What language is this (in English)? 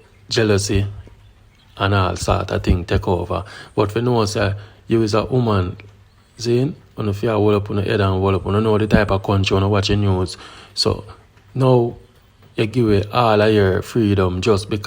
Jamaican Creole English